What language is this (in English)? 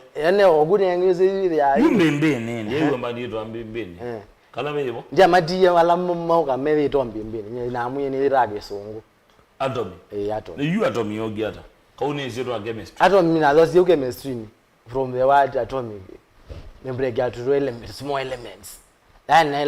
Kamba